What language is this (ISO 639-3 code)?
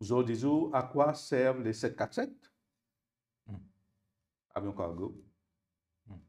mfe